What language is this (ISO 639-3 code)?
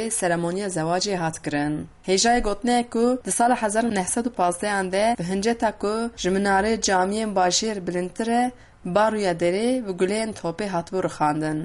kur